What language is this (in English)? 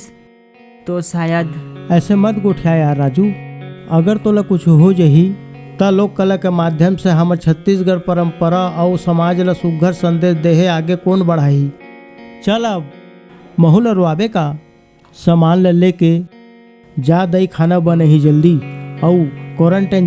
Chhattisgarhi